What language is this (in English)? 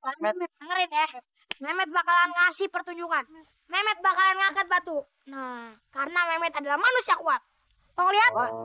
Betawi